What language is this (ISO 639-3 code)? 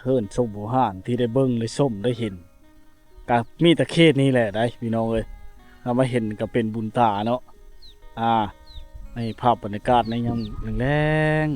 lao